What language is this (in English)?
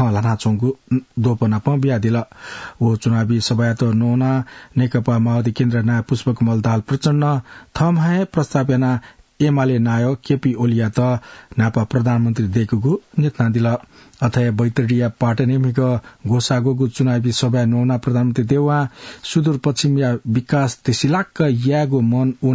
Newari